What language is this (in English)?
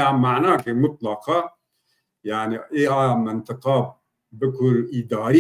Zaza